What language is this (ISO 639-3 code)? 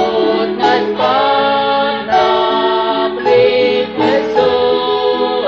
kek